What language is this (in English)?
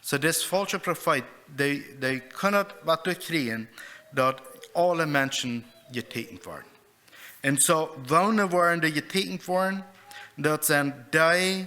Plautdietsch